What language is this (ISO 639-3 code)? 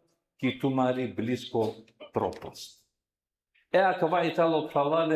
rmn